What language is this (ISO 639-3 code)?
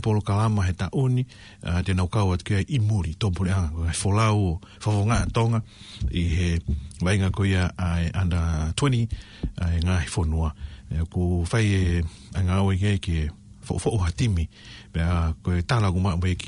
ton